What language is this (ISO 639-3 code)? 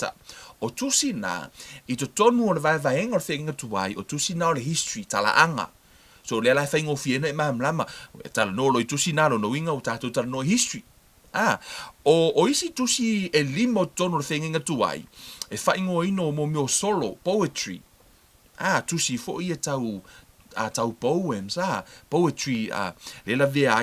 smo